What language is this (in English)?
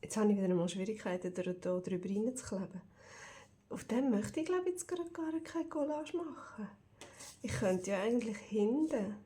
Swiss German